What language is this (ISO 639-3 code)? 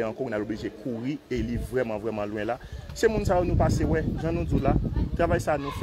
hat